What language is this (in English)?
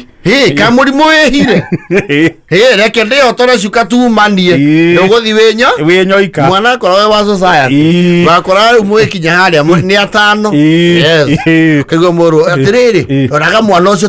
Kikuyu